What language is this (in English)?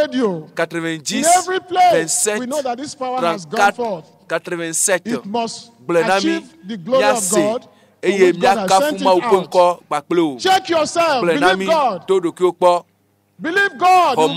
Ewe